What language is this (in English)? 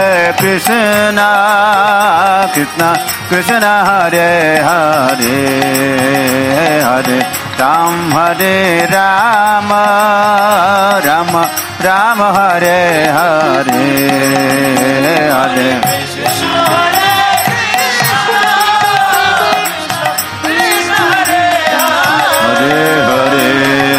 Hindi